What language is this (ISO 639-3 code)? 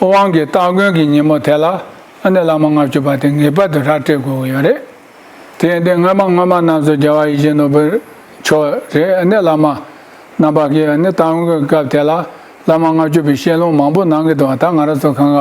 bod